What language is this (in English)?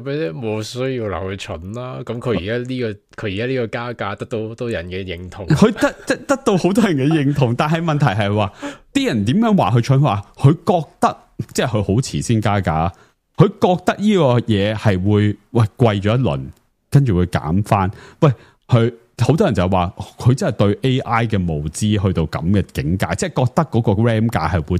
Cantonese